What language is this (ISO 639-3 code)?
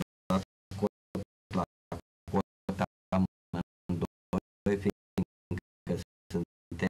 ron